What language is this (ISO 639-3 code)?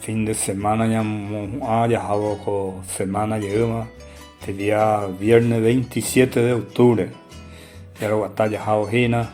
grn